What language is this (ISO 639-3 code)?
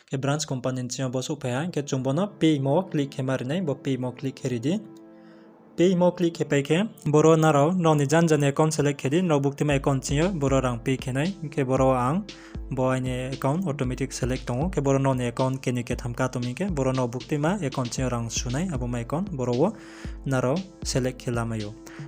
ria